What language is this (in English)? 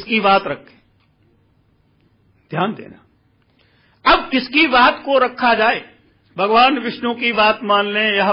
Hindi